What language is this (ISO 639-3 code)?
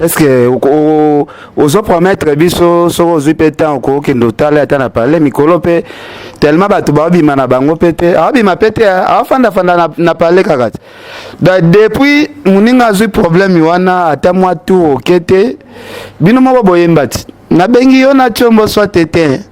lin